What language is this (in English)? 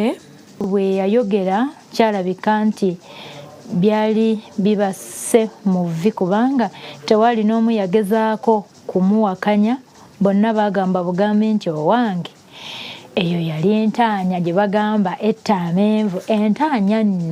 Ganda